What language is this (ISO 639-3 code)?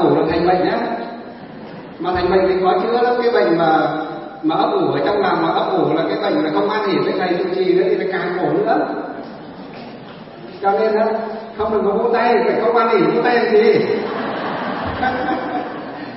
vie